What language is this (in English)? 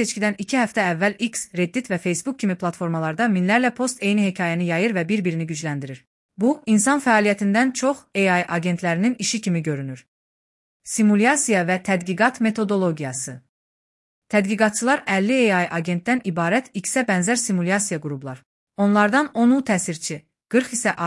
Azerbaijani